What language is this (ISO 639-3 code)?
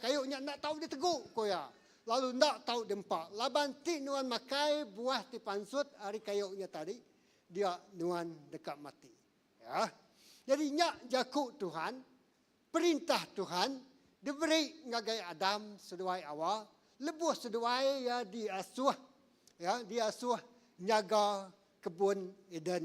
iba